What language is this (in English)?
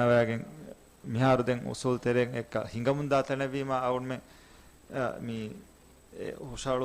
Divehi